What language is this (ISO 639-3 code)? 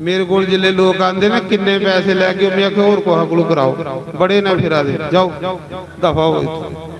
doi